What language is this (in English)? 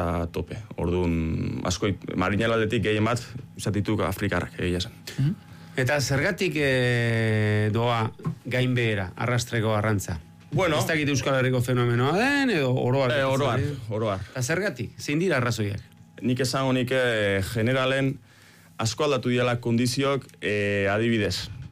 Basque